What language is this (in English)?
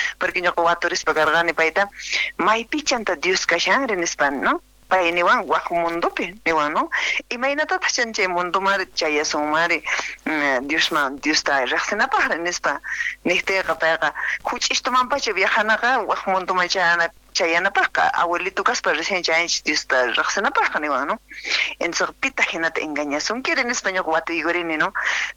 Quechua